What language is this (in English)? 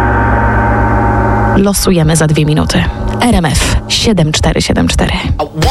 Polish